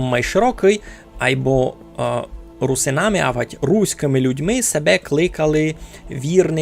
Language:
Rusyn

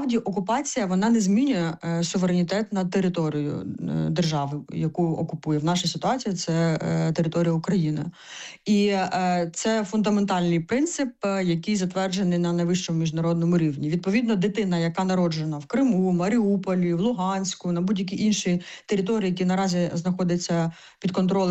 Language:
Ukrainian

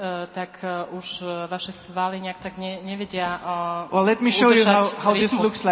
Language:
Slovak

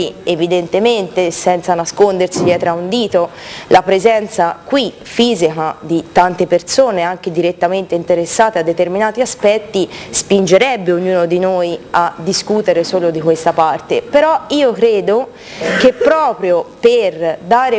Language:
Italian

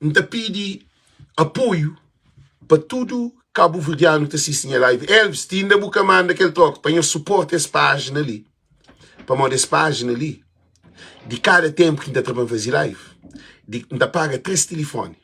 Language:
Kabuverdianu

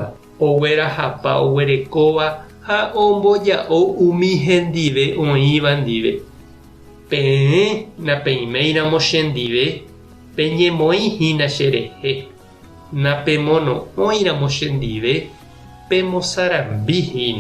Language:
Guarani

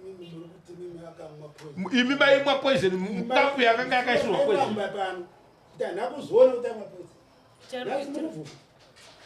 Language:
Shona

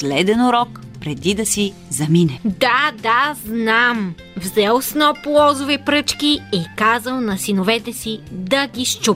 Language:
Bulgarian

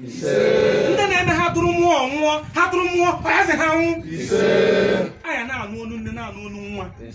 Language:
Igbo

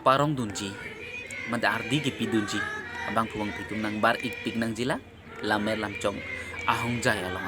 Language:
Karbi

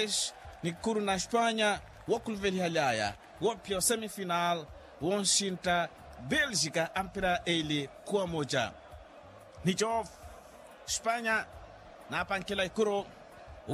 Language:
Makhuwa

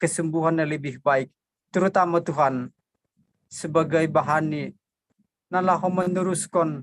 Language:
Batak Simalungun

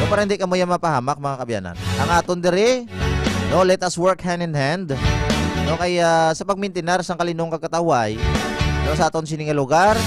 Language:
Hiligaynon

